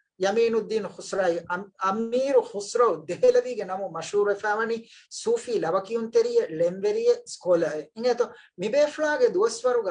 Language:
Divehi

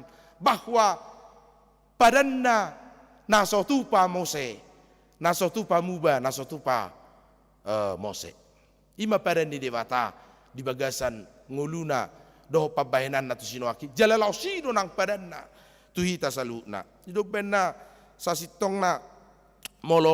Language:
Batak Toba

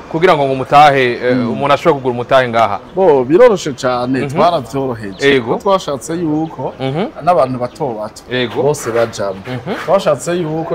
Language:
Rundi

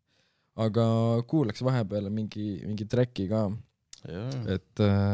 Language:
Estonian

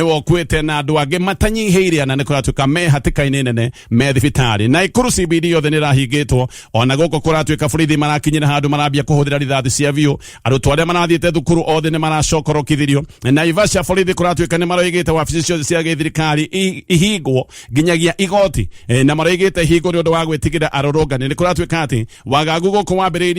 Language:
Kikuyu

